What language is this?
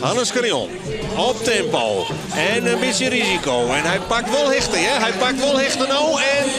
Western Frisian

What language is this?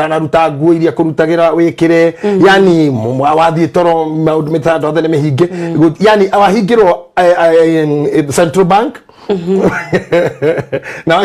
Kikuyu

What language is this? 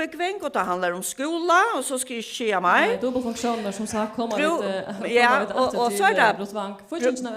Faroese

